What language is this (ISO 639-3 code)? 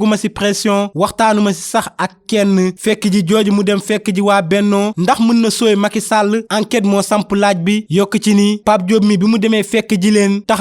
wol